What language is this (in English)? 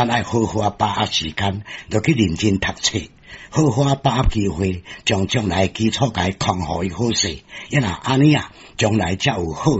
Min Nan Chinese